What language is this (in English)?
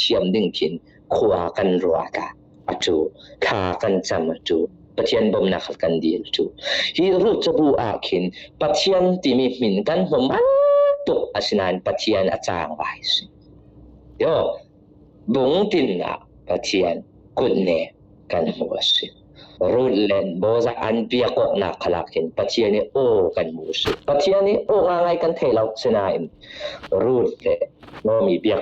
Falam Chin